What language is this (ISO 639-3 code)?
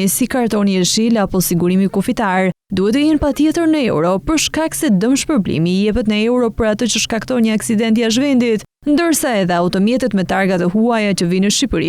sqi